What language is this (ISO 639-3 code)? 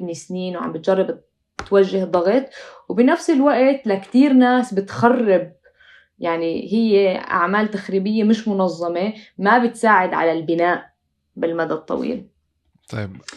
apc